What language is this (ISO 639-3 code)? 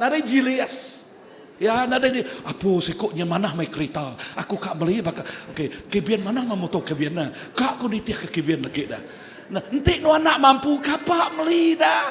iba